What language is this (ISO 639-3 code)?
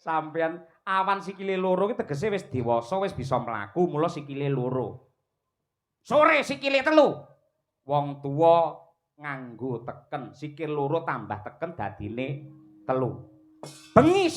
jav